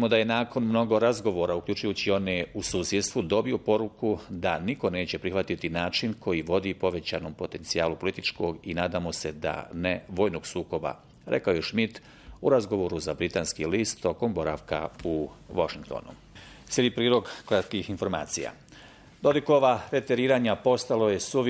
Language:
Bosnian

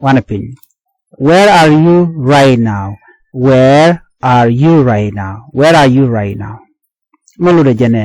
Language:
Nuer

